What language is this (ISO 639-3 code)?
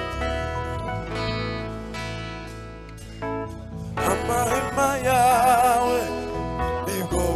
kin